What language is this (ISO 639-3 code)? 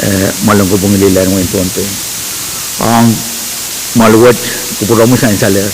pon